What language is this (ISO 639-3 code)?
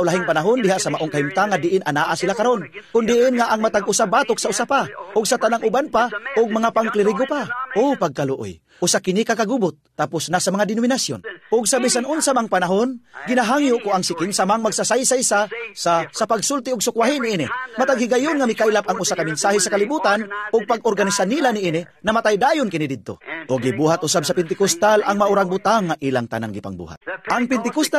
ceb